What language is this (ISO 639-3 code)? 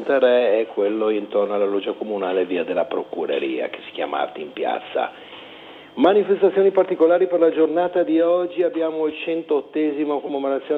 ita